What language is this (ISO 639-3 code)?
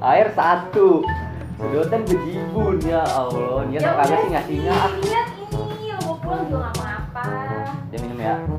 bew